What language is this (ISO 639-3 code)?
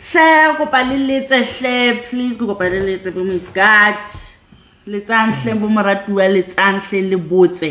sot